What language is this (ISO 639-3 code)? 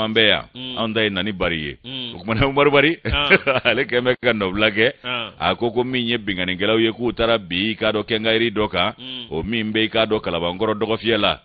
bam